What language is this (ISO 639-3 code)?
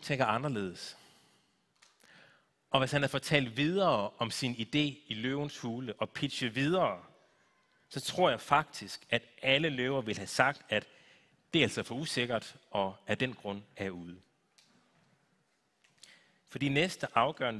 dan